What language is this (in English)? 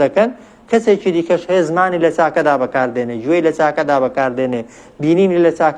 Central Kurdish